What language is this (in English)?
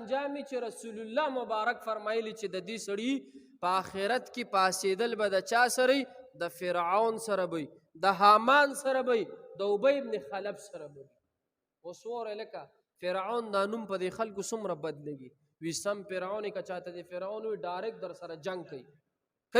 Pashto